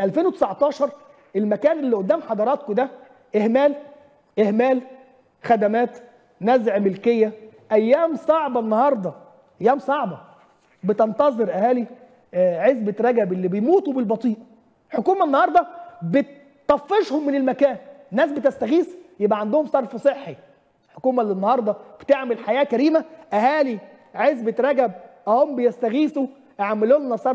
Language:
Egyptian Arabic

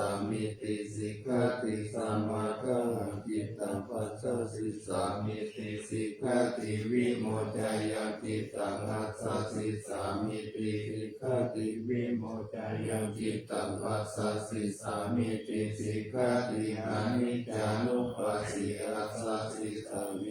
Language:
Pali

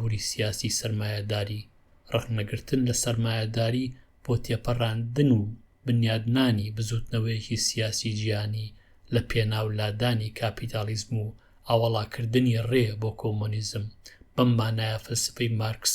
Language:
Central Kurdish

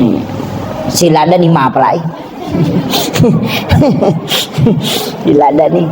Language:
Buginese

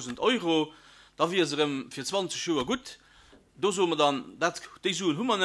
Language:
Luxembourgish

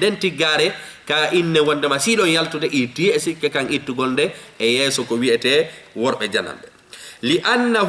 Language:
Fula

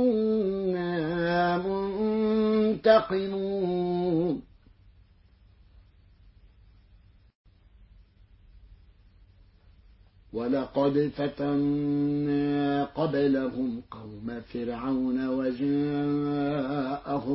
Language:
Arabic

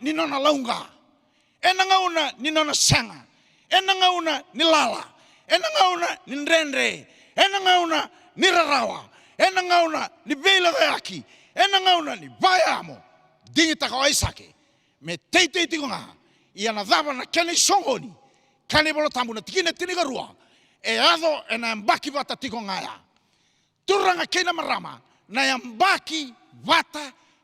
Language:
Fijian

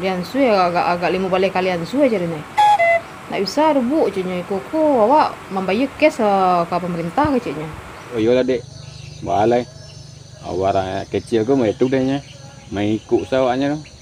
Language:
Minangkabau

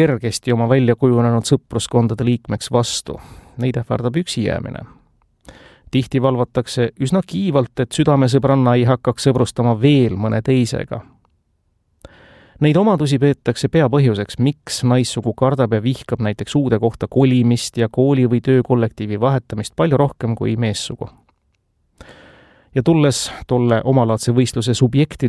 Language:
Estonian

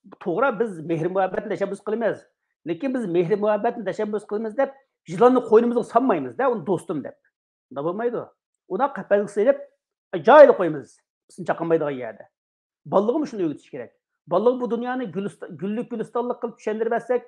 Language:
Uyghur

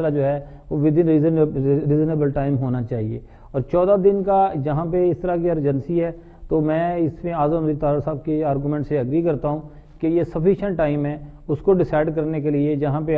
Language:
Urdu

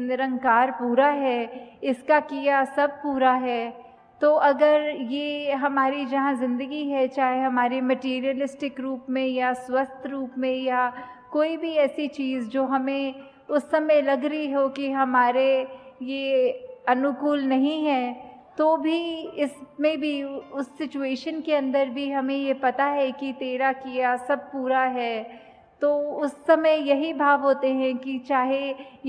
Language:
Hindi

